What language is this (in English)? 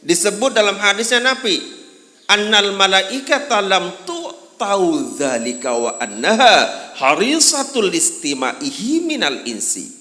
Sasak